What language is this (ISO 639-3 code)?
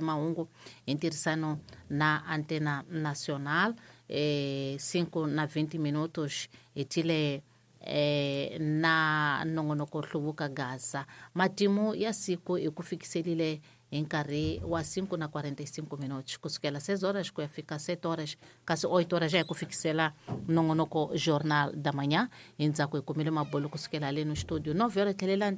tso